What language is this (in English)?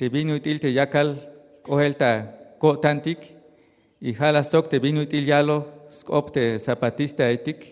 Tzeltal